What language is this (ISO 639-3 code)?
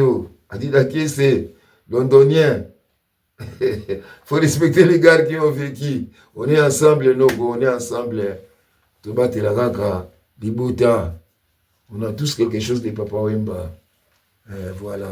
lin